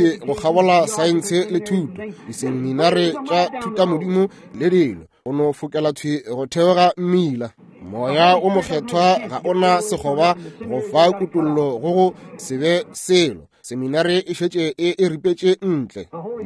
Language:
Northern Sotho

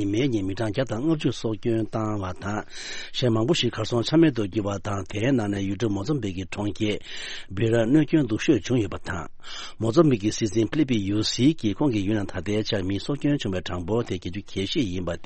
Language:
Tibetan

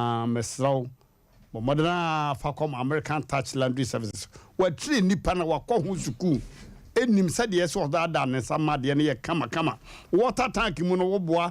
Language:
Akan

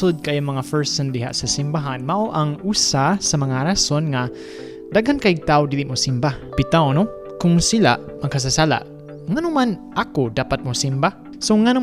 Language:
Cebuano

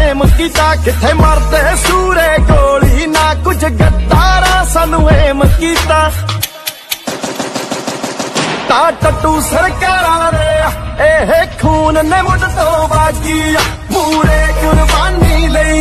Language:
Punjabi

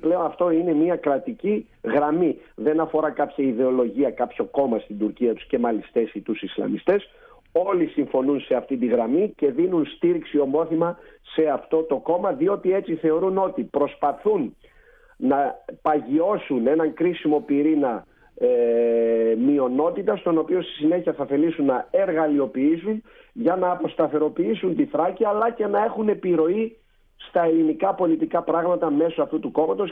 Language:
Greek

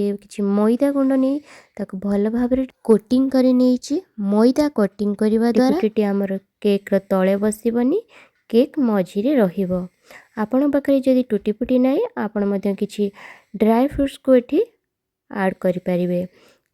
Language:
Odia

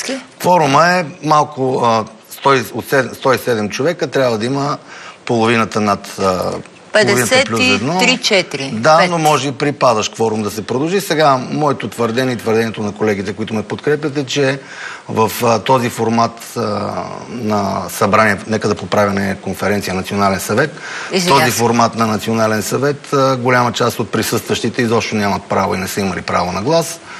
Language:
Bulgarian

